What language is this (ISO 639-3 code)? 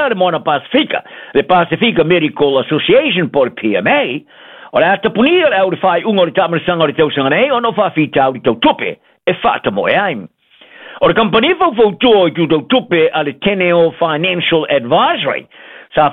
smo